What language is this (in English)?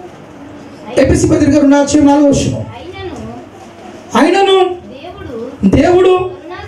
Telugu